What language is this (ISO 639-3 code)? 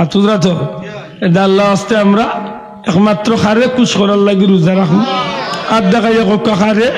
syl